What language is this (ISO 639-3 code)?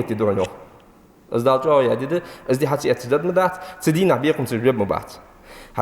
inh